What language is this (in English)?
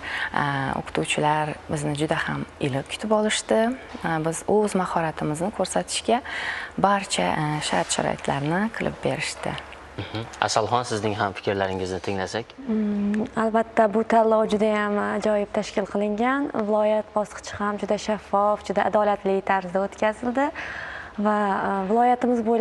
Uzbek